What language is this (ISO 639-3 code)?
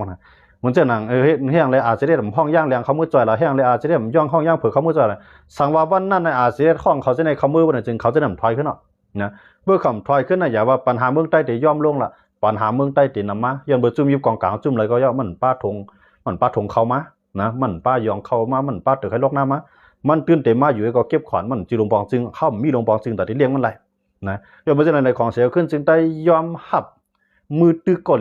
shn